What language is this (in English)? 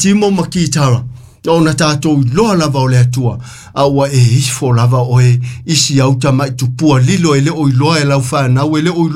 Samoan